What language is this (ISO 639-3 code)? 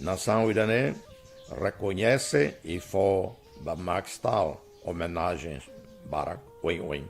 tet